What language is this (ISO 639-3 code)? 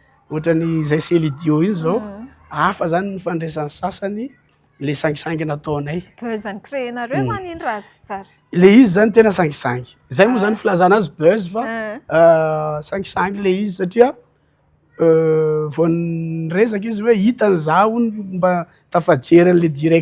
mlg